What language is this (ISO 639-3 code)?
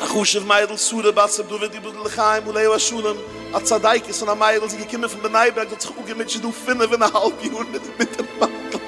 yid